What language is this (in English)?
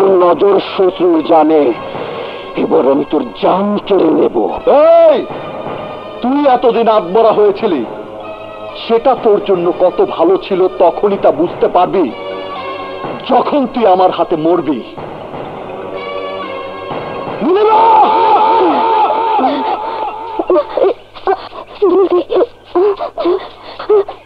Bangla